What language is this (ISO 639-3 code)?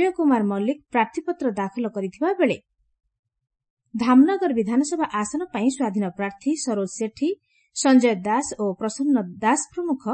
ori